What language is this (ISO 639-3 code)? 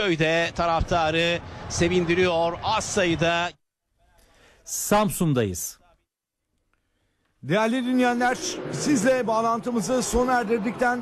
tur